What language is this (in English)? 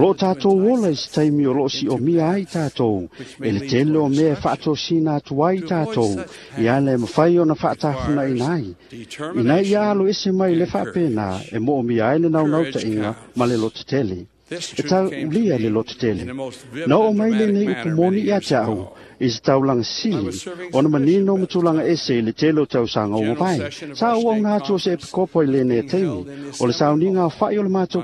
Samoan